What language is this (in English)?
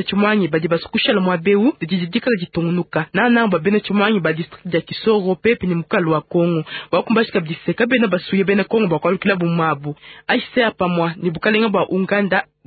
Luba-Lulua